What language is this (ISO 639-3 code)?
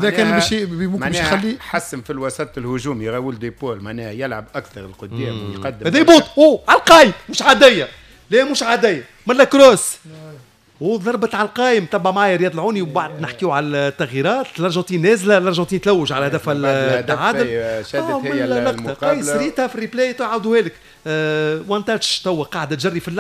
aeb